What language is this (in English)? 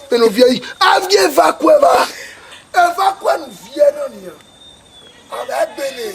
Bini